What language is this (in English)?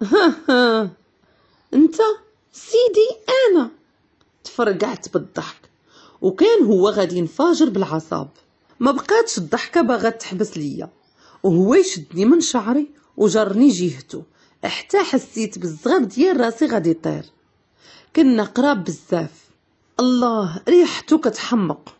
Moroccan Arabic